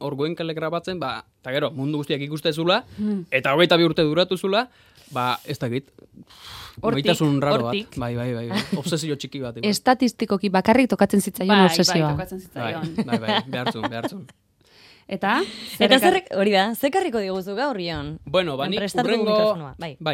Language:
Basque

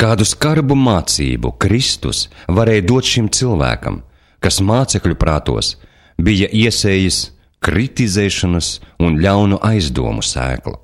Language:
Latvian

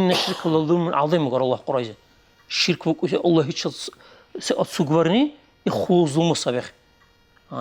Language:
Dargwa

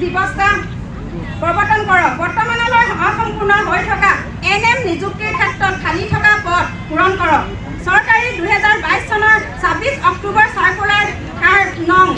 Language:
Assamese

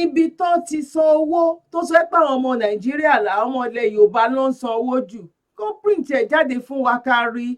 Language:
Yoruba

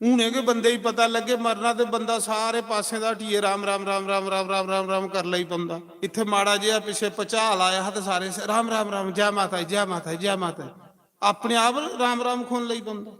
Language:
Dogri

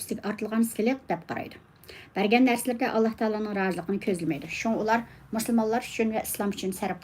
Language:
Uyghur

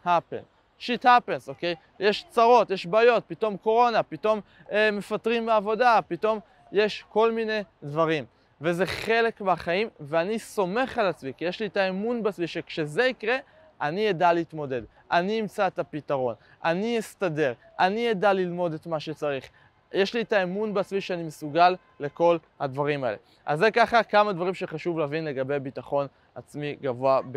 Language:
Hebrew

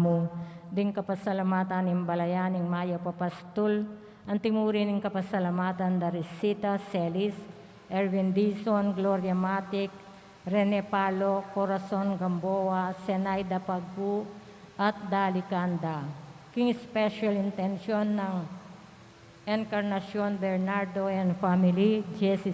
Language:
Pampanga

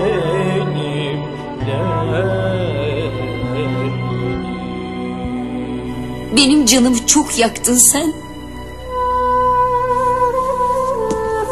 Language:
Turkish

